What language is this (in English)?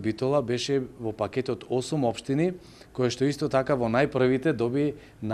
Macedonian